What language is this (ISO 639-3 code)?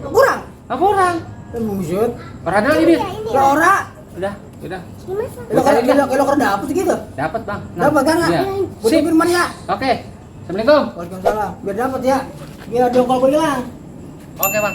bew